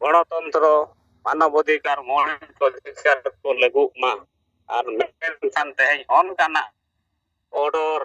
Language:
Santali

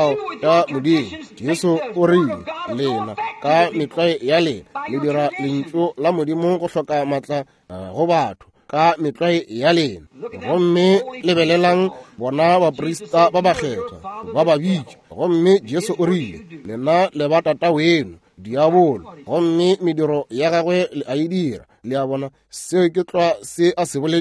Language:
Northern Sotho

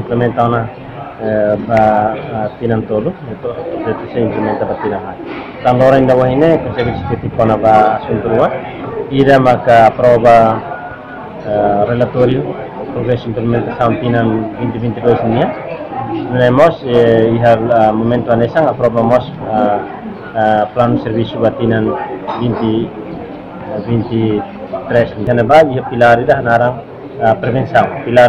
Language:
Tetum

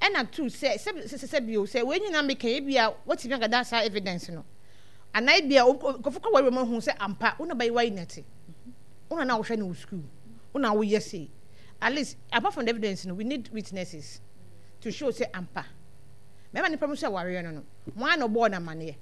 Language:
Akan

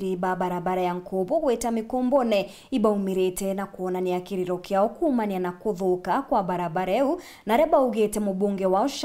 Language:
Meru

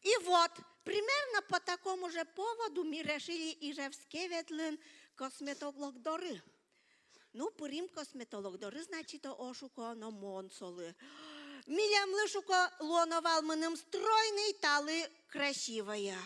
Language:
Udmurt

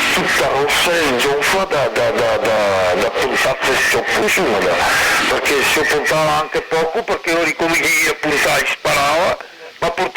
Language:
Venetian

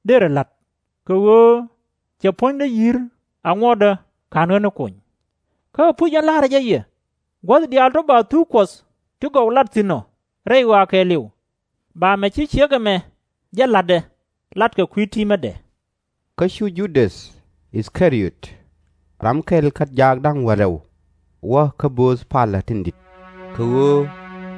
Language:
Nuer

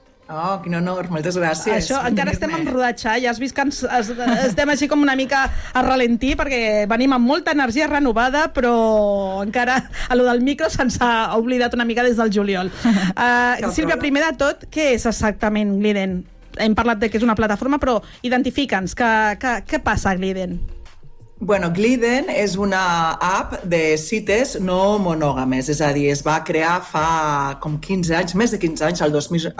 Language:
Catalan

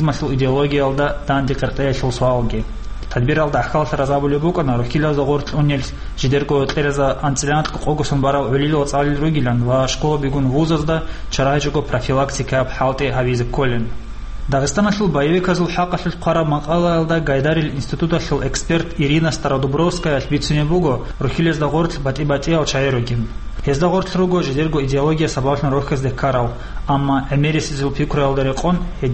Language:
Avaric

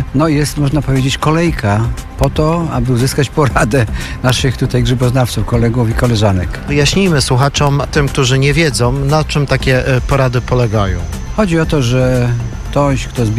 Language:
Polish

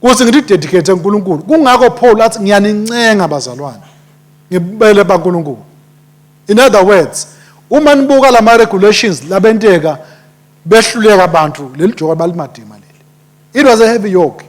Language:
Swati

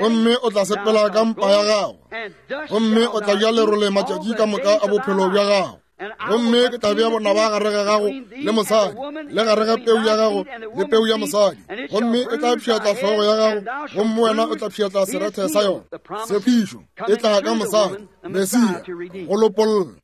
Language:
Northern Sotho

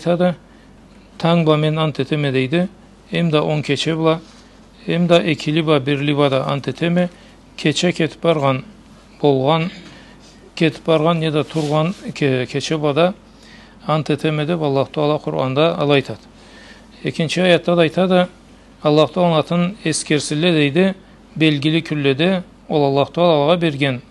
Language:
Karachay-Balkar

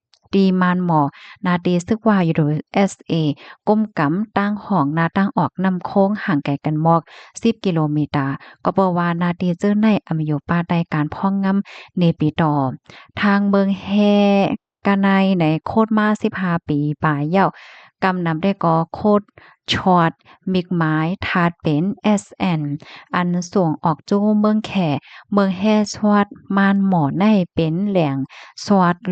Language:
Shan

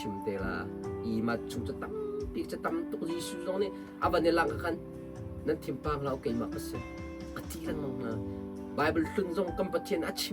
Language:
Hakha Chin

